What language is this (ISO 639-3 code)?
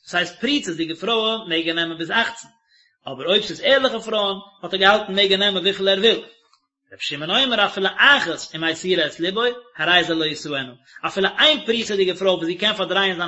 yid